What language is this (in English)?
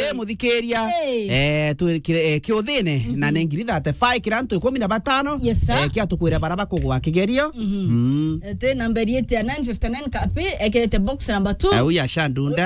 Meru